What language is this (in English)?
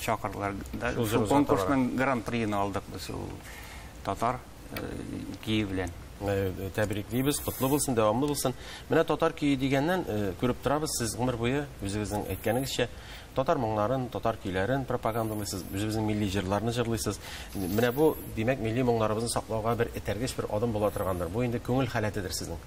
Tatar